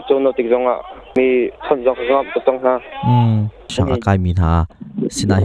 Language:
Hakha Chin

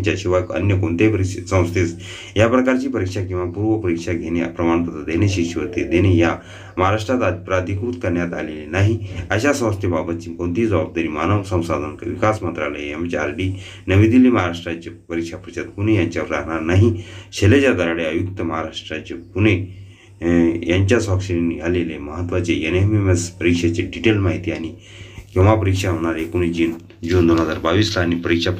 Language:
Marathi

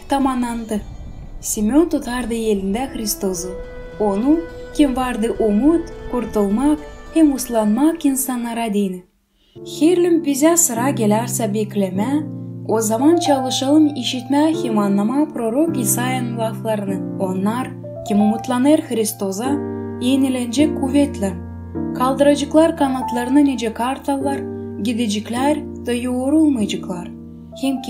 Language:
Gagauz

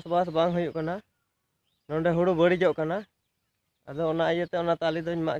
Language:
Santali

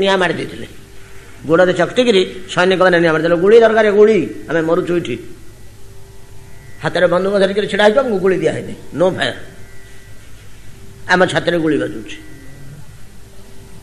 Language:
Odia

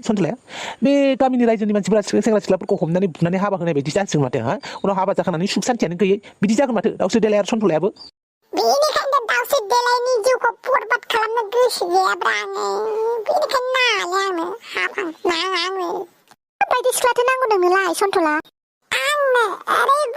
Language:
Bodo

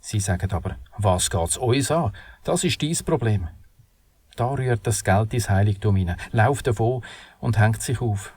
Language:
Swiss German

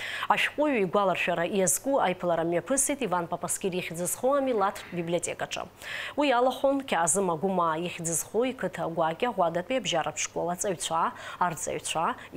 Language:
Abkhazian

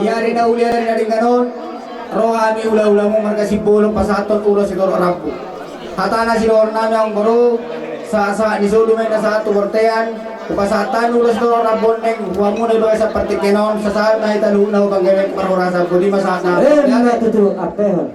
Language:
Batak Toba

